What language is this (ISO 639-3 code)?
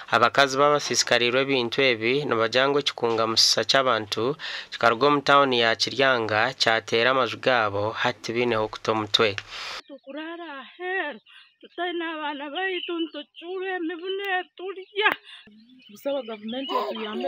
nyn